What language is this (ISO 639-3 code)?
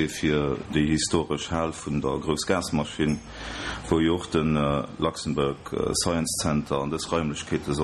ltz